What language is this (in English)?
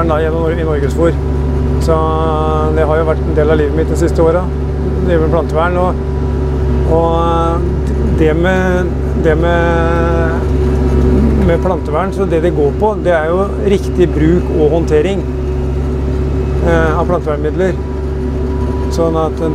Norwegian